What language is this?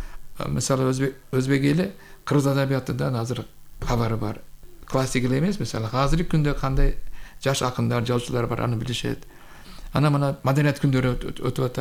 Kyrgyz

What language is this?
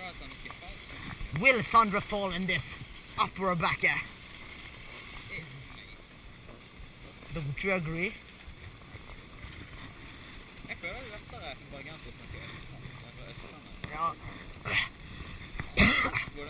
Norwegian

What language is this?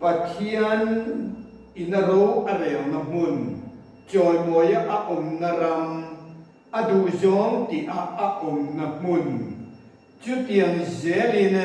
Mizo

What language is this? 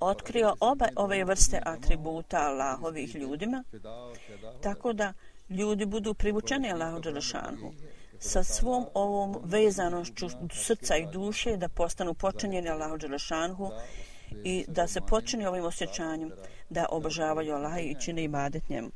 Bosnian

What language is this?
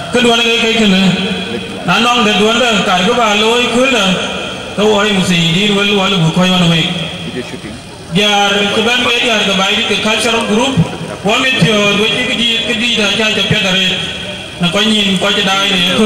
Dinka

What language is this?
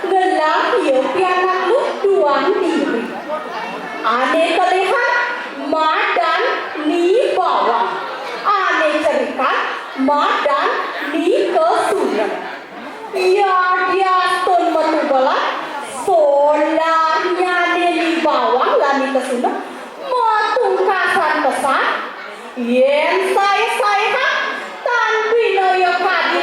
Balinese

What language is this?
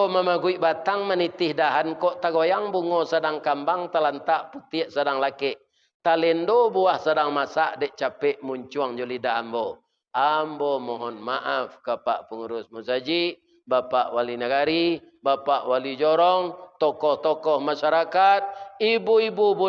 Minangkabau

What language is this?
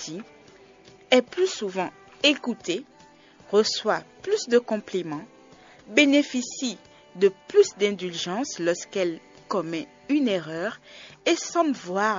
French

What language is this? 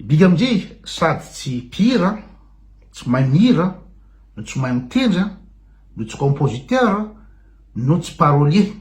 Malagasy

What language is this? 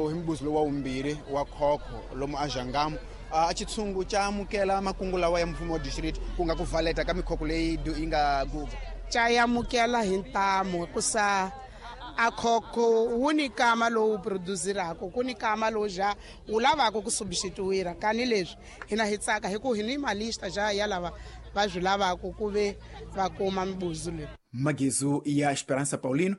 Tsonga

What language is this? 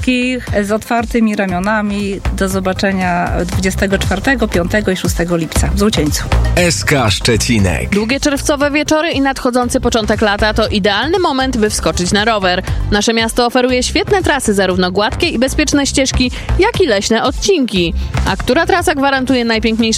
Polish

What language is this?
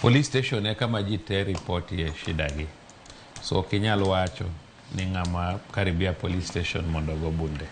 Luo (Kenya and Tanzania)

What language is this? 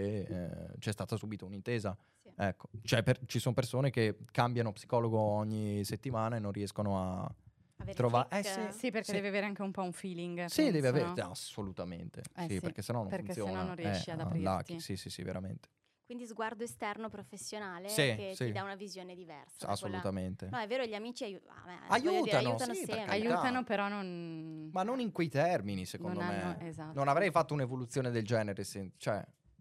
Italian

